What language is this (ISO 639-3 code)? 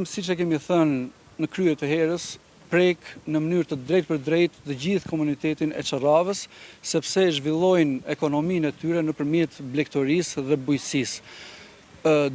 sqi